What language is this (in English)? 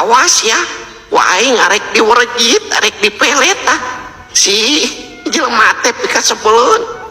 Sundanese